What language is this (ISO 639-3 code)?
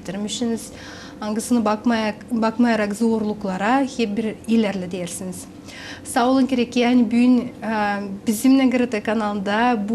gag